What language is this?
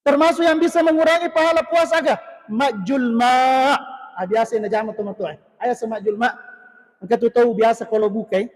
Buginese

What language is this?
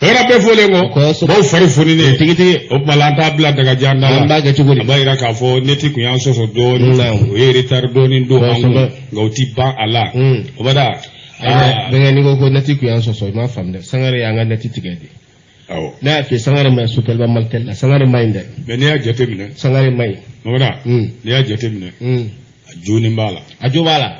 Bambara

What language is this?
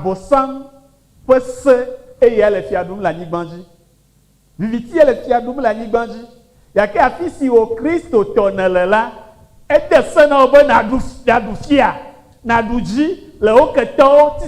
Ewe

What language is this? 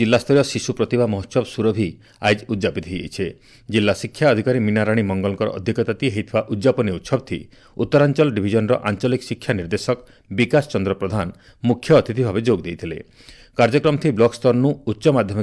Odia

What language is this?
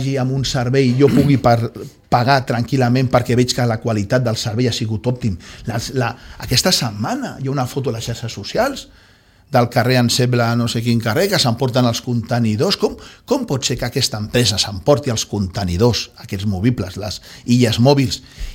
Catalan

